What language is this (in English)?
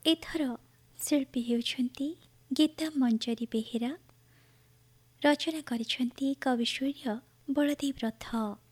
Odia